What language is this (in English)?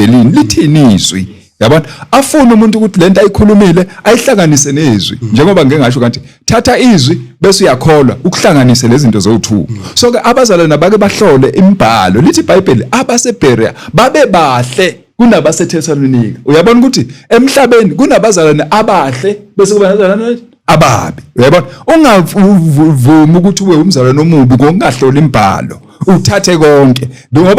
Zulu